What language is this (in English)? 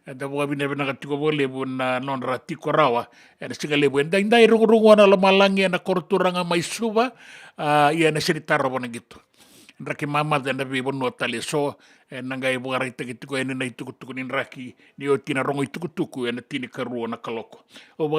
Fijian